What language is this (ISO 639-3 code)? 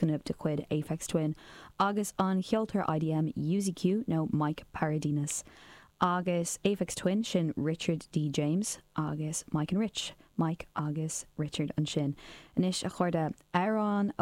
gle